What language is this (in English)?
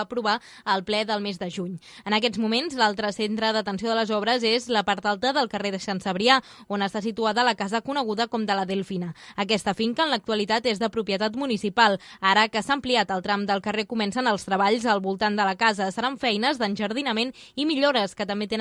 Catalan